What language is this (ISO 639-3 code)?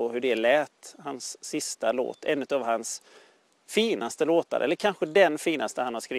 swe